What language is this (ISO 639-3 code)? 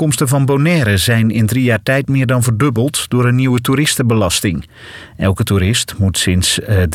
nld